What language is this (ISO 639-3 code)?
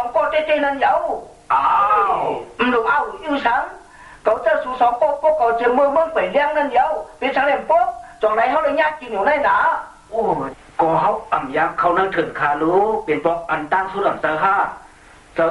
shn